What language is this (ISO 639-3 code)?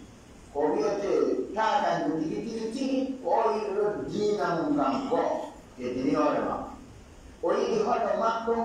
ful